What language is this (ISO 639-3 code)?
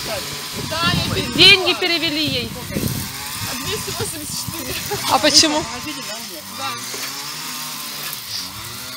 rus